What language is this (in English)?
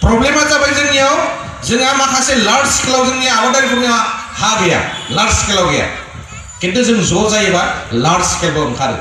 Bodo